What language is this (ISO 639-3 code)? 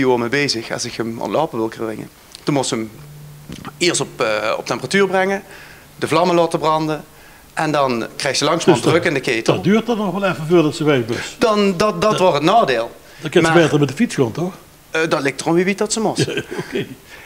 lim